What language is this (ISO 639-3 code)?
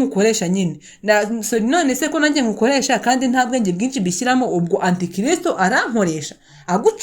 kin